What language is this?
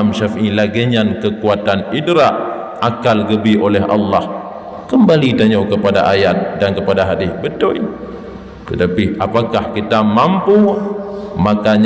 Achinese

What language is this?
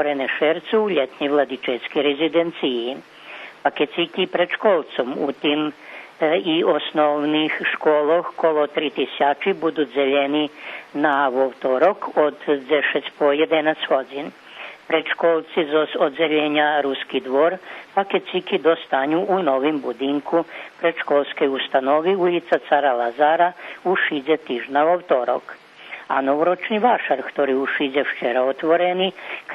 Rusyn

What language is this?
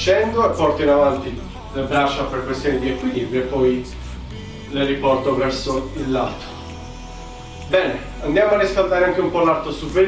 Italian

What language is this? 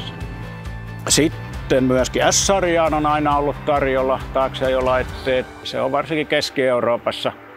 Finnish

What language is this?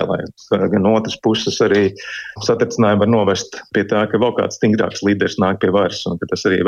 Latvian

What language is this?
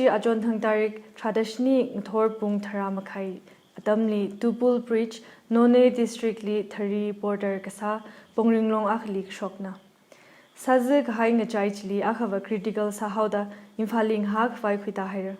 Tangkhul Naga (India)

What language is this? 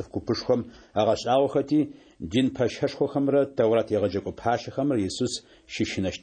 Adyghe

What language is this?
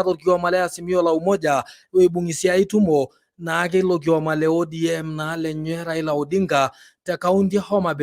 Masai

